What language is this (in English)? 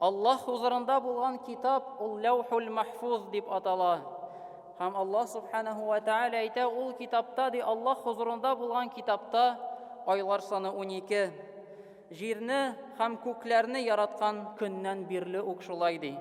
Tatar